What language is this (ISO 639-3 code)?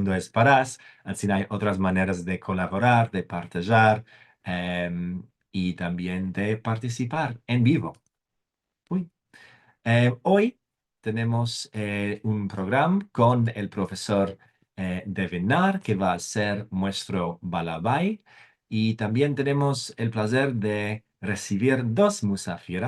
lad